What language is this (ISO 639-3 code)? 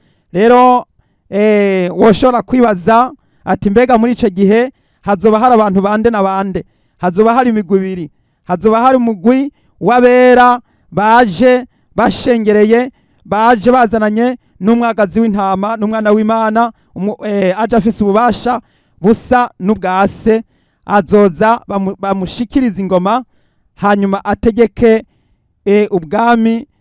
run